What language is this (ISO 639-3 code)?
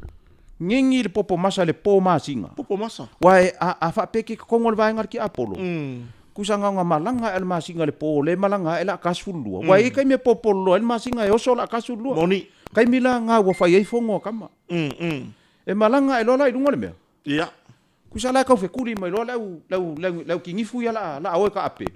smo